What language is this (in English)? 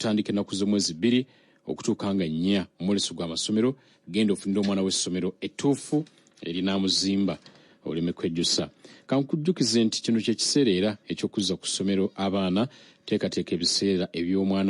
Ganda